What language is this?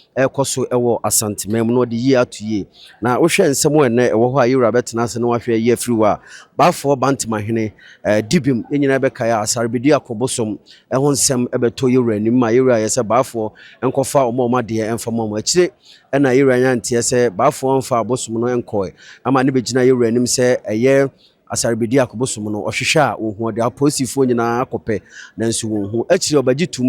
Akan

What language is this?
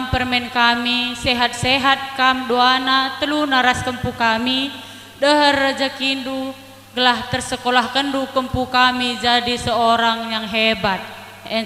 Batak Karo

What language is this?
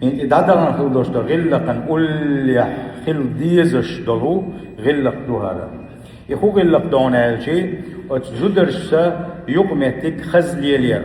Chechen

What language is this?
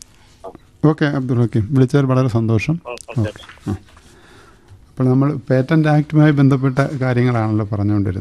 Malayalam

